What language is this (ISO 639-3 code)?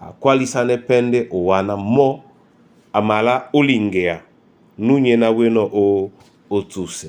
dua